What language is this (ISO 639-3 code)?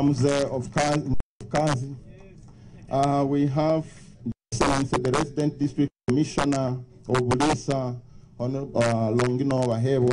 nyo